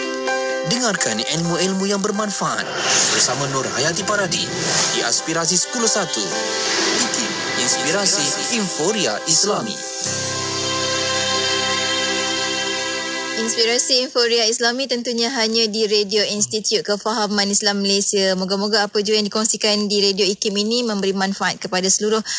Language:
Malay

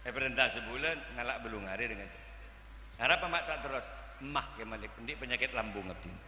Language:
Madurese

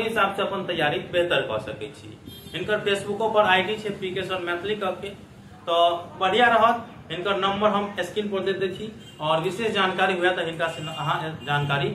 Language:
Maithili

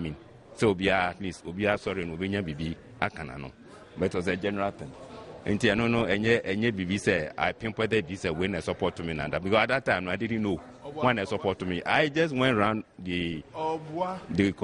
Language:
Akan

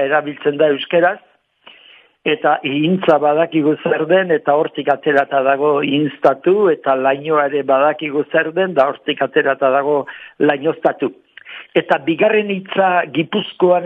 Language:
Basque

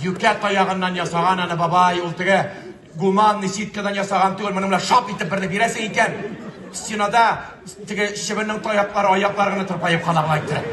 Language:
Tatar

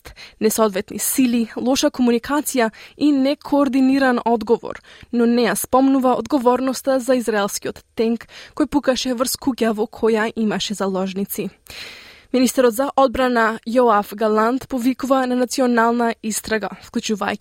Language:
Macedonian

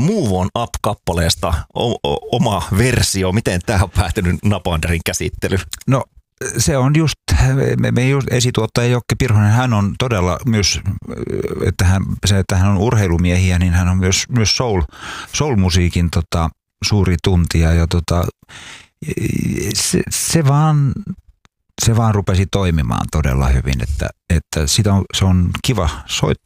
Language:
Finnish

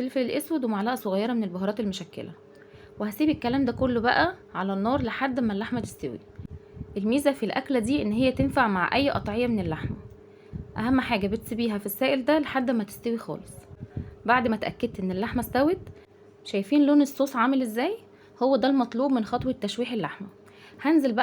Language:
Egyptian Arabic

